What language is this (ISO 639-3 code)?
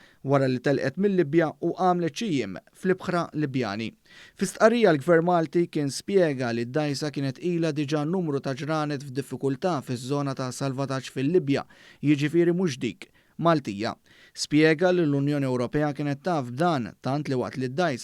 mlt